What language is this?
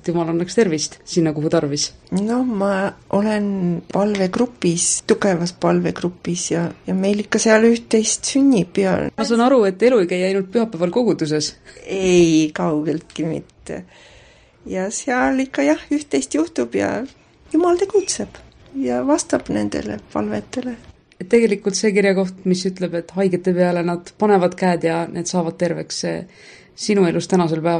Estonian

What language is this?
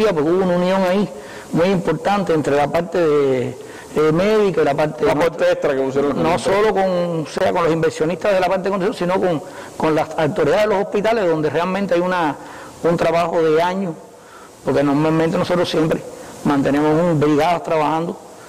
Spanish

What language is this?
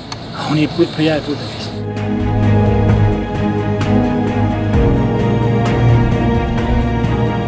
Serbian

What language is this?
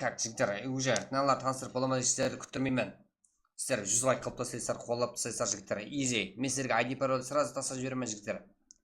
Kara-Kalpak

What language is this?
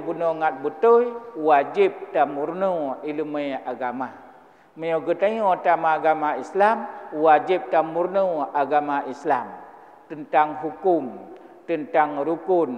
Achinese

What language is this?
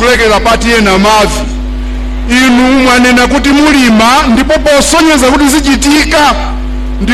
Nyanja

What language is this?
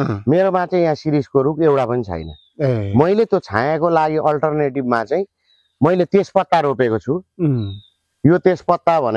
Nepali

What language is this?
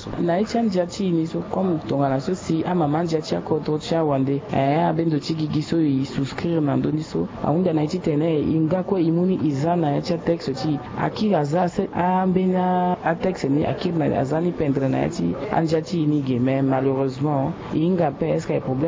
Sango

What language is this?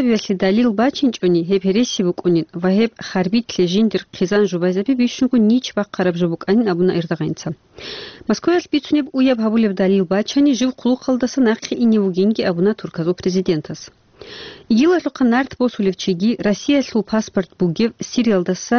Avaric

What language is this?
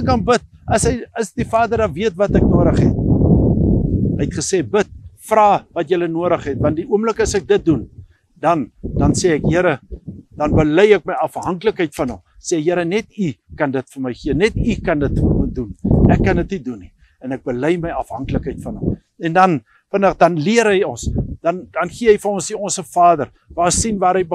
Afrikaans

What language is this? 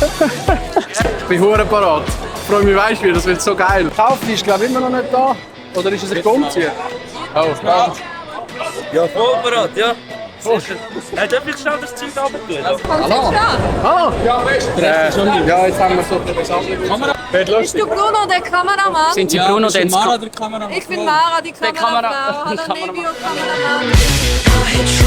Swiss German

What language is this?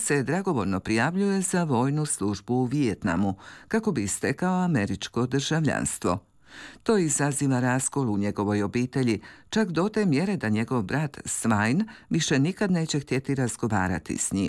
Croatian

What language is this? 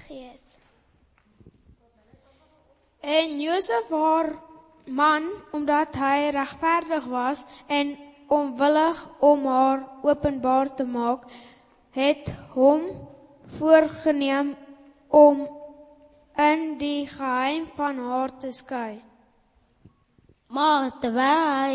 Afrikaans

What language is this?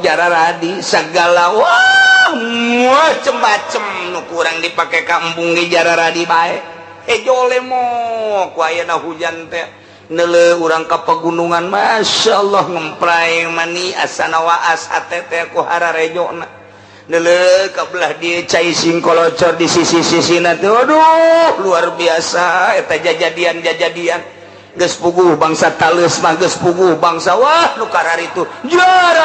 Sundanese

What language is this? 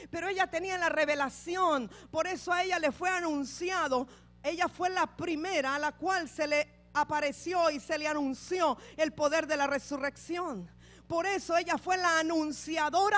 Spanish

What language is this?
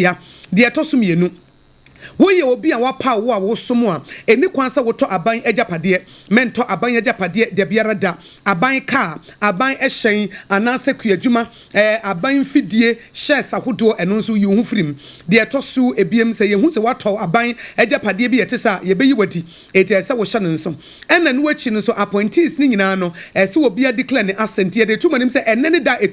Akan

